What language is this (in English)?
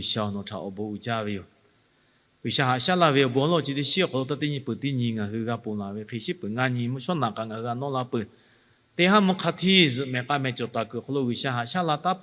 Lahu